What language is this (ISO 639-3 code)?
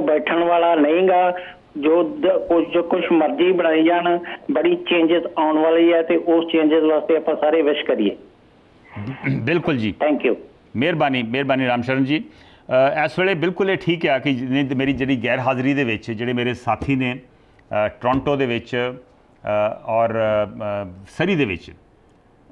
pan